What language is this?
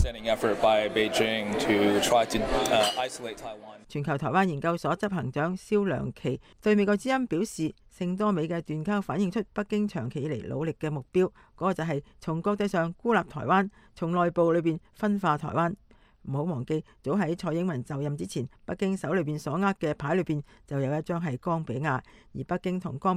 Cantonese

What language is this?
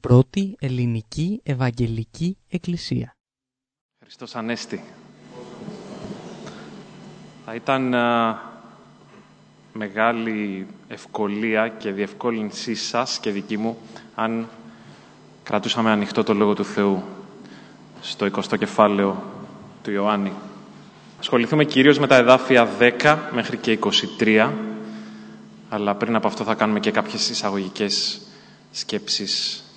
Greek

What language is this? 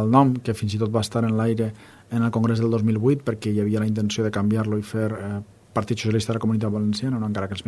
Catalan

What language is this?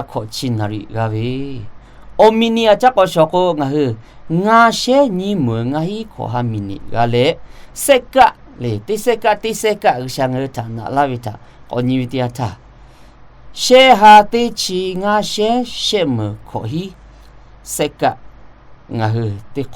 Lahu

